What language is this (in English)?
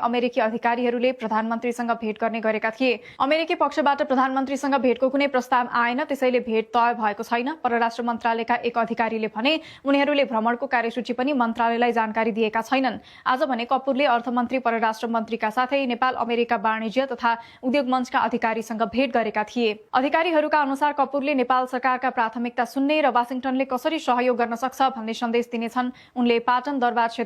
Nepali